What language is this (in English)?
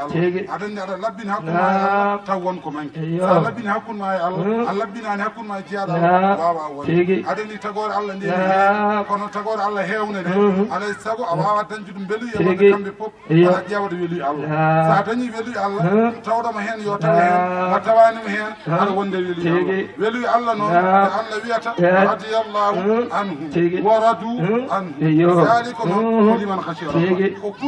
Fula